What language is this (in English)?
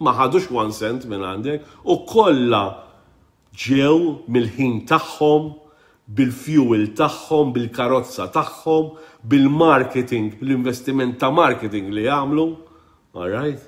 Maltese